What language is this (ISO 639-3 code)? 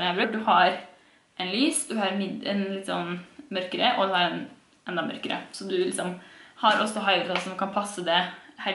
nor